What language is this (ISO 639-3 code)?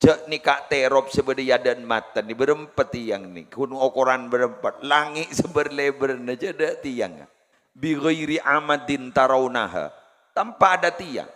mad